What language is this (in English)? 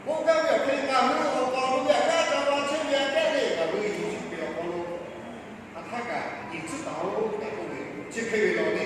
Lahu